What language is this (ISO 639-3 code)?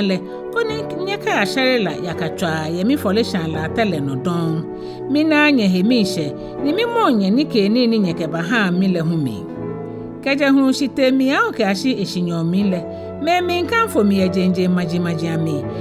gaa